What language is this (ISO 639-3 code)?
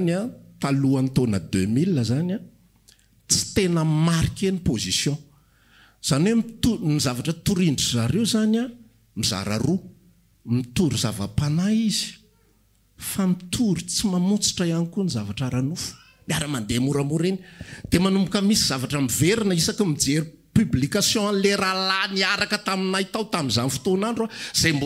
mlg